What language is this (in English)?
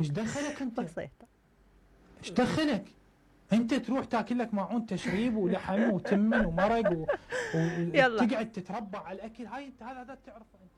Mesopotamian Arabic